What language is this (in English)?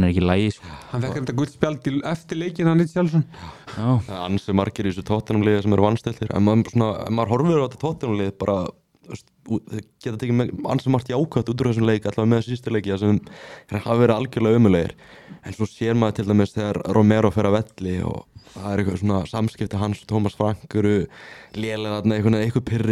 Icelandic